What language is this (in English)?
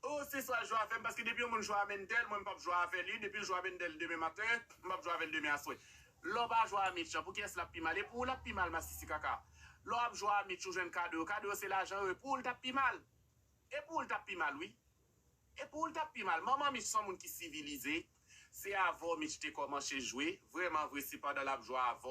Haitian Creole